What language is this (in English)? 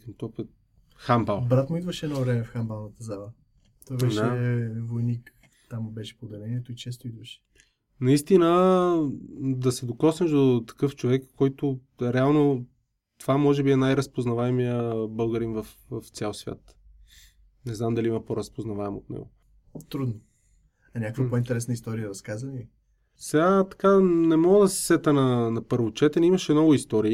Bulgarian